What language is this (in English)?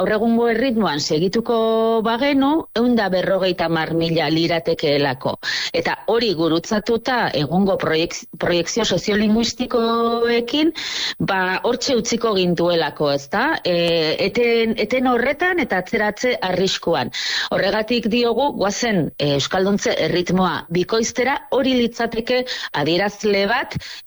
Basque